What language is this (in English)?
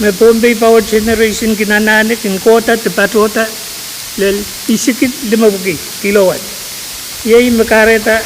Pohnpeian